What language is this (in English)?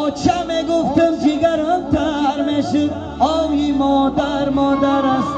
Tajik